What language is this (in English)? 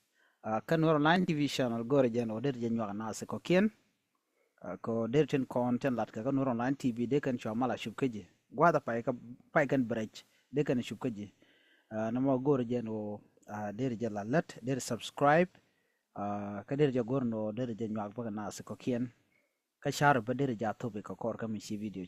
Nuer